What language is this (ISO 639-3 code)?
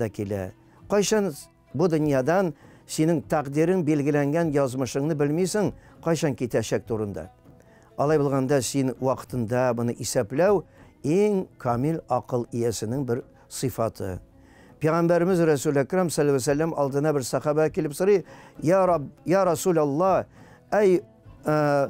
tat